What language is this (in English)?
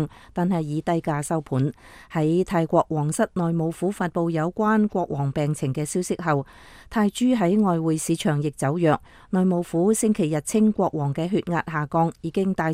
Cantonese